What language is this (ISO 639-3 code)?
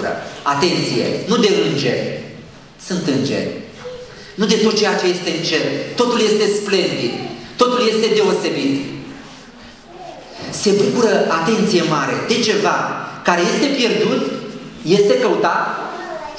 ron